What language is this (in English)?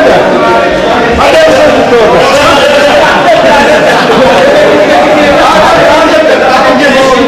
Turkish